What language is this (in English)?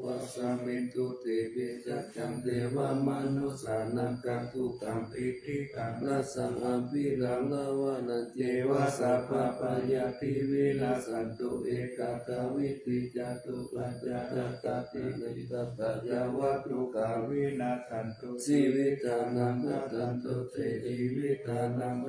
Pali